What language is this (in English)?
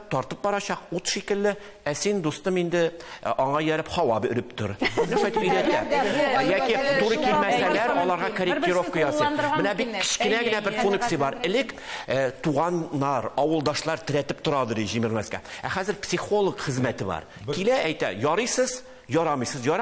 Tatar